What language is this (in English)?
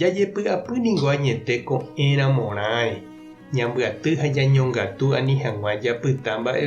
Guarani